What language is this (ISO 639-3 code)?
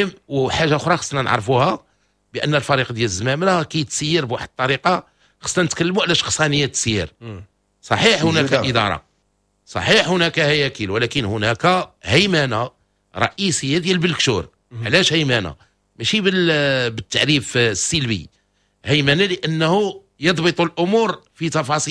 ary